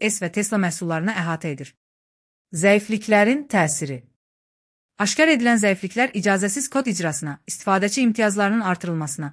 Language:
Azerbaijani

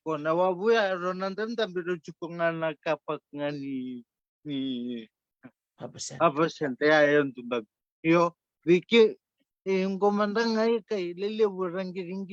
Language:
Fijian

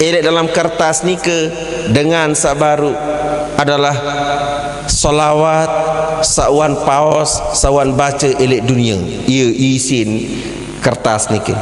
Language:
Sasak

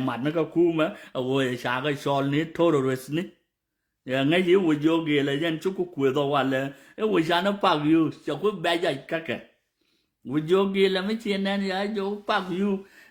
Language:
Nuer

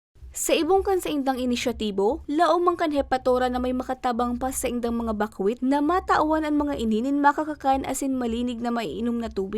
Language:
Bikol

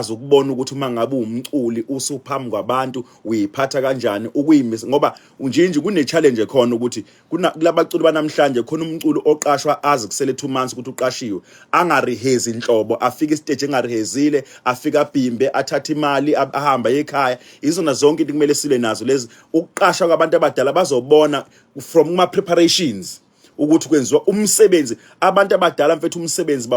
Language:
Zulu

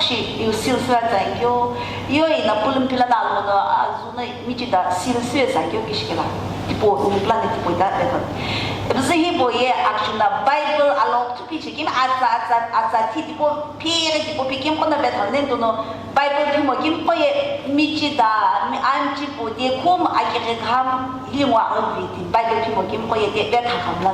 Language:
Sumi Naga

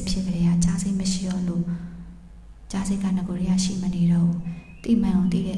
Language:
Burmese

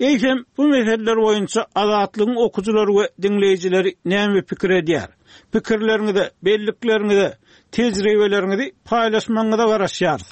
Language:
Turkmen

